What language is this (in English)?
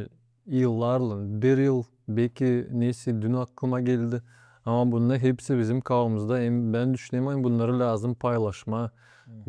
Gagauz